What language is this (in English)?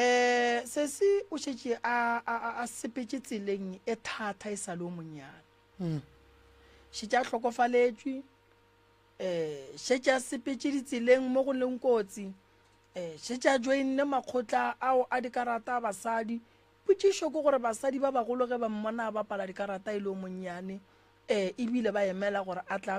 Northern Sotho